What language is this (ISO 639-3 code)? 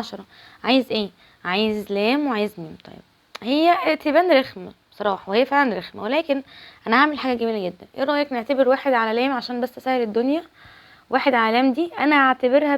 arz